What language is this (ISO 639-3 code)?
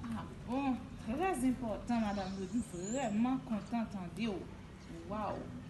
hat